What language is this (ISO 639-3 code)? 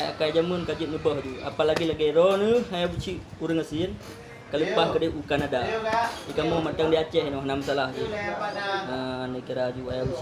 ace